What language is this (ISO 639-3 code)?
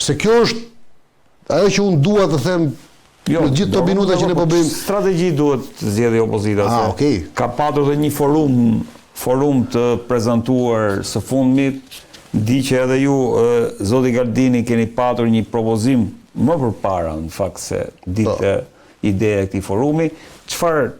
sqi